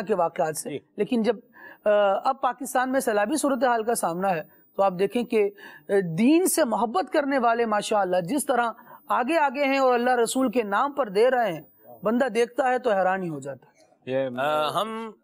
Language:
Urdu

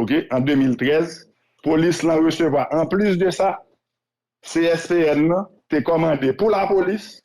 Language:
Haitian Creole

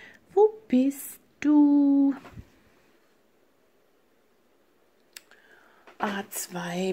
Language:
German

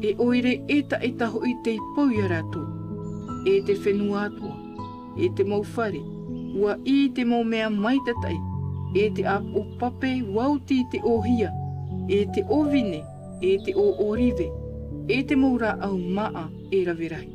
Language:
Tahitian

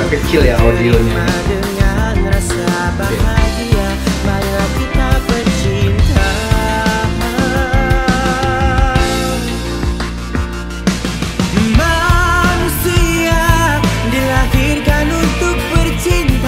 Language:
Indonesian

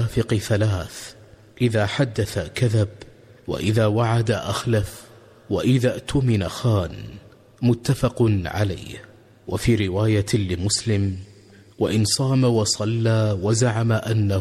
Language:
Arabic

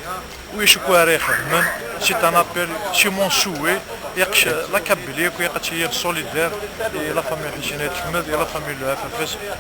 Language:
Kabyle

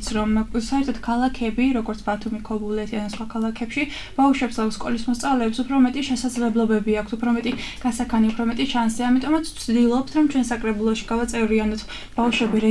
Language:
Georgian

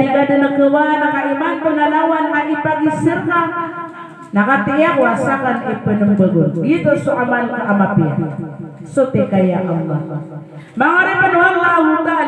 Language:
Maranao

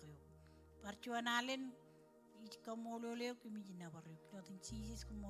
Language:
Marshallese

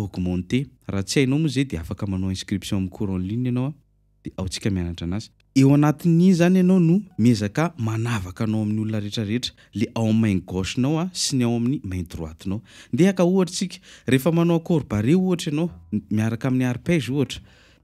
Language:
Malagasy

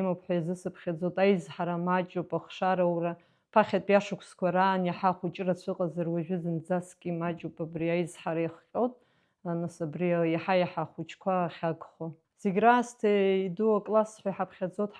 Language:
Abkhazian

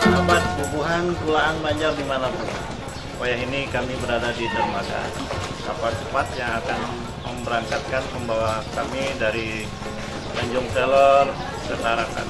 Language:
Banjar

